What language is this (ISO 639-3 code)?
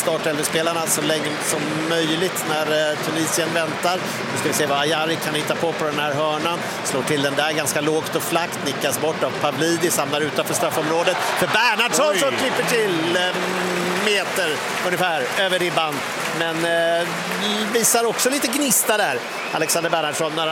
swe